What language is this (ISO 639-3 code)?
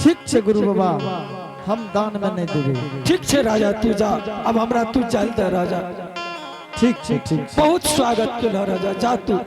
anp